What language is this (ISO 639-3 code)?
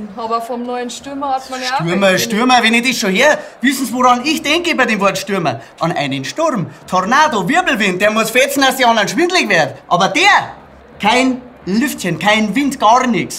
bar